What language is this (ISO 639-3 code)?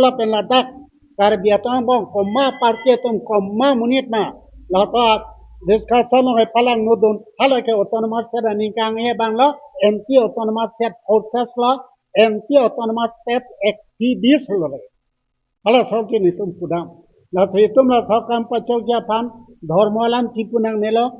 mjw